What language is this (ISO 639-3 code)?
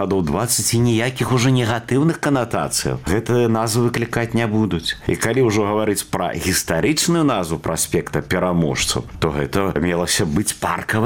bel